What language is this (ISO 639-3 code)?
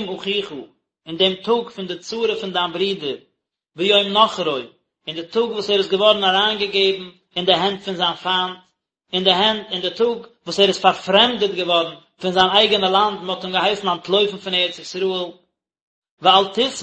yid